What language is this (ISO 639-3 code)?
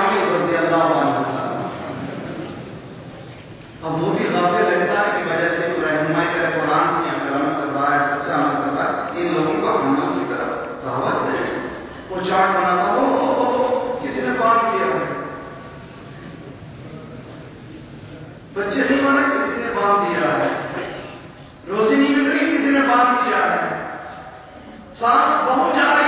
urd